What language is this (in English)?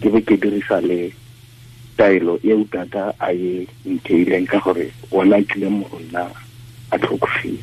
Tswana